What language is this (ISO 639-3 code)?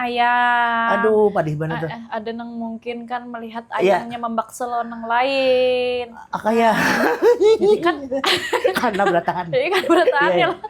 bjn